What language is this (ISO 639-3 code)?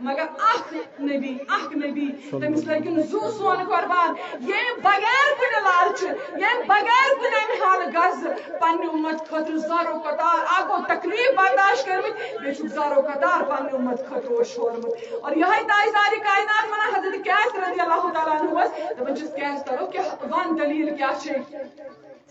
kas